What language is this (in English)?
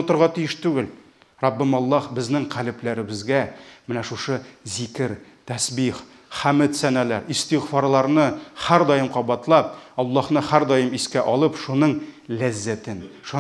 Tatar